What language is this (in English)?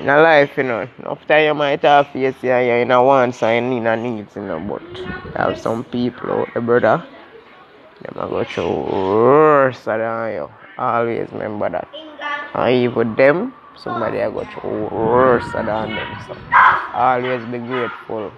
Jamaican Creole English